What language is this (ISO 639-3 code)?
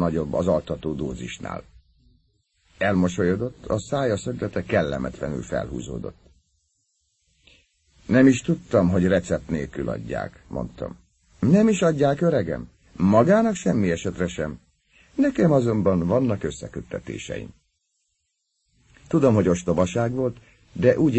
hun